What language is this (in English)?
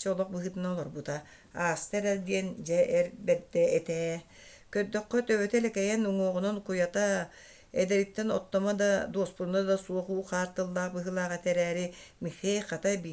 Yakut